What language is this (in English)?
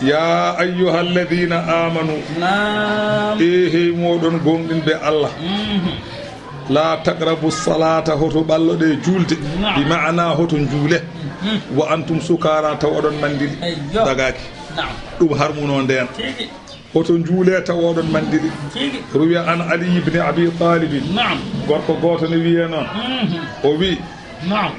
Fula